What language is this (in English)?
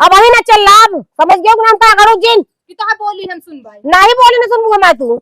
Awadhi